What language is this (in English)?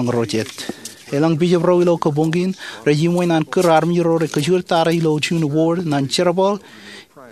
Marshallese